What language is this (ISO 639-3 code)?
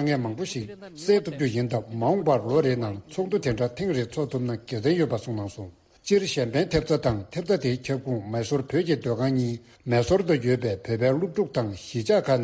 bod